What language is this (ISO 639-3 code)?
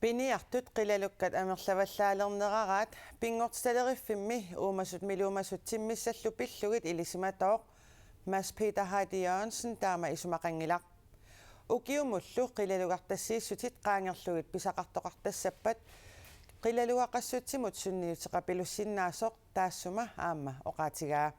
kal